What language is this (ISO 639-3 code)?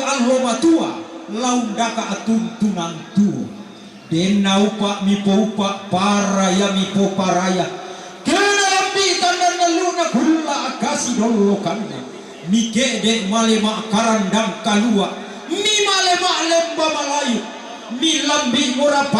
sda